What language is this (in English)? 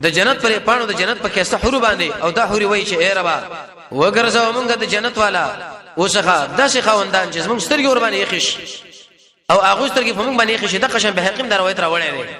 Pashto